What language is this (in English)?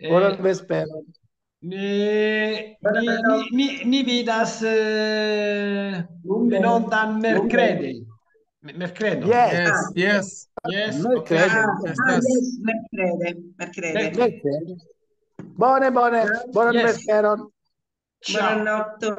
Esperanto